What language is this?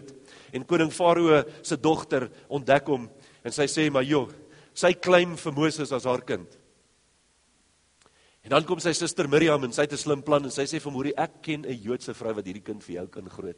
Afrikaans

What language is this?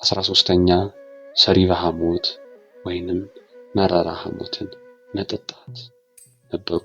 Amharic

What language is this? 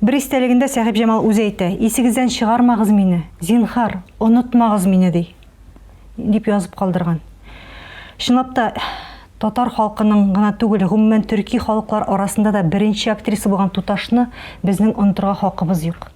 Tatar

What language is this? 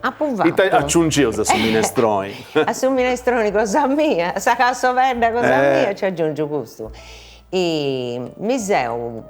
Sardinian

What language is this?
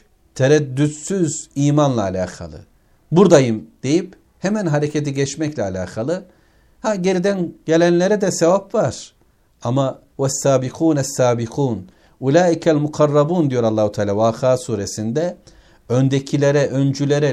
Turkish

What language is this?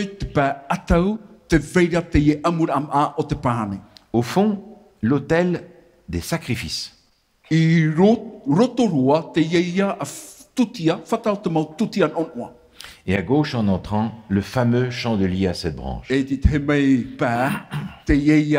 Tahitian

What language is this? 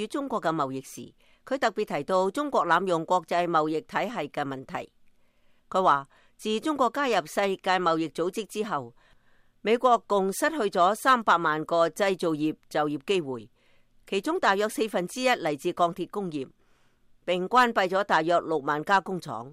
Cantonese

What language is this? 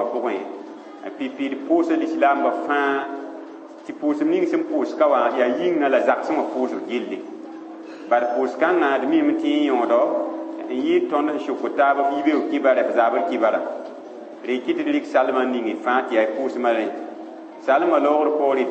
Mossi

